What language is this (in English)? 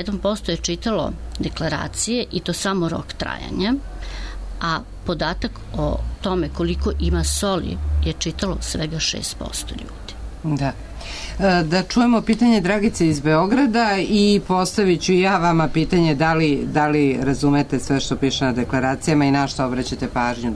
Serbian